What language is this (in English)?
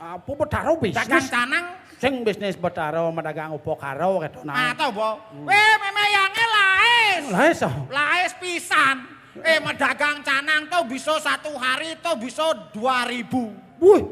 Balinese